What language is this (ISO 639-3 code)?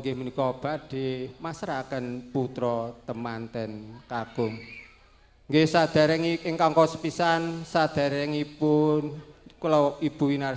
jav